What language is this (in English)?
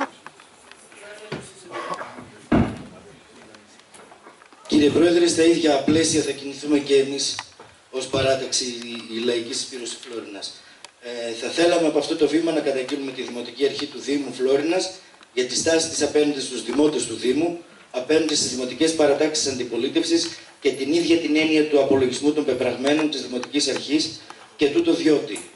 Greek